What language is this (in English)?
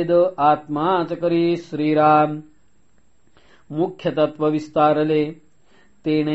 Marathi